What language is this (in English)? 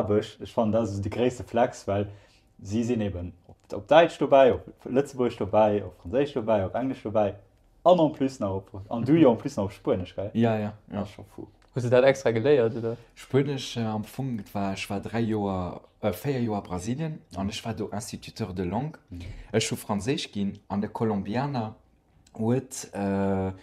Luxembourgish